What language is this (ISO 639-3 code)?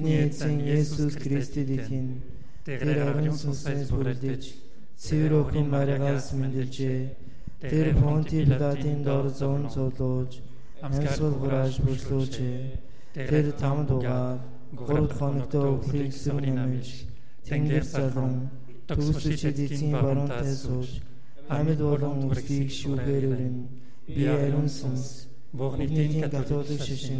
mon